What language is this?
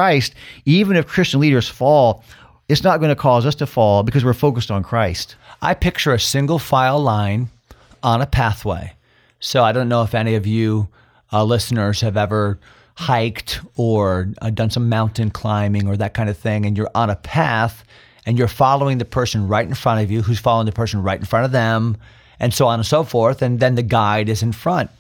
English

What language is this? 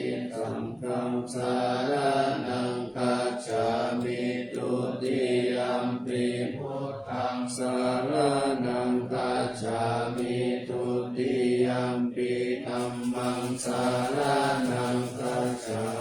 Pali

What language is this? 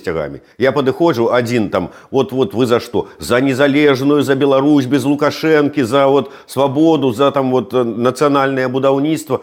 Belarusian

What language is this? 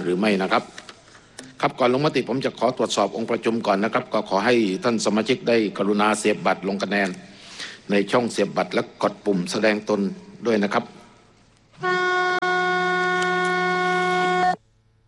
Thai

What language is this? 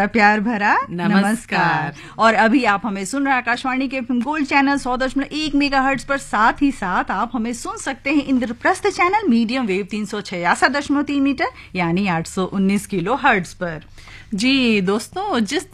Hindi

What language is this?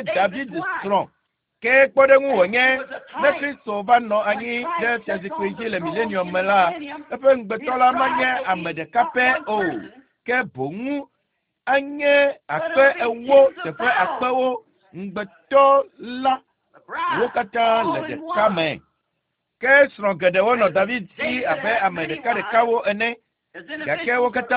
Ewe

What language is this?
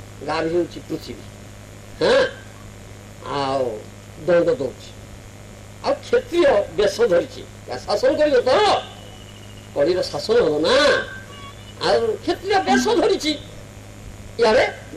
Odia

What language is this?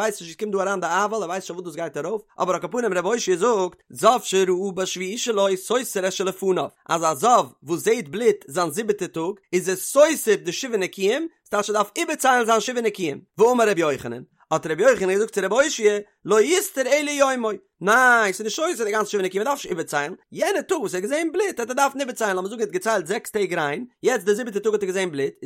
Yiddish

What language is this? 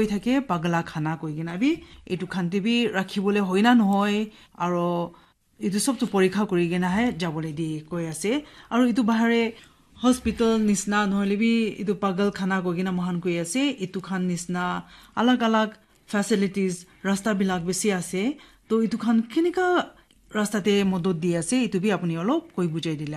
Naga Pidgin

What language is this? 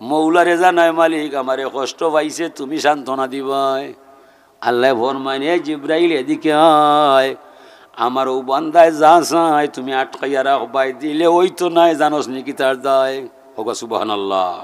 Sylheti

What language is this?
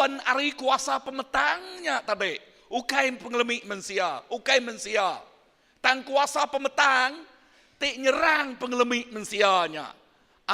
Iban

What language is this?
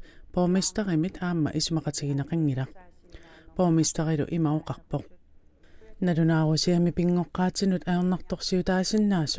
Kalaallisut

